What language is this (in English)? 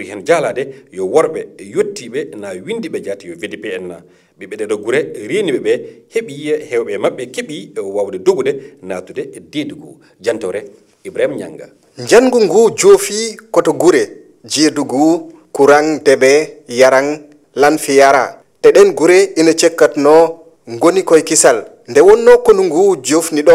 Fula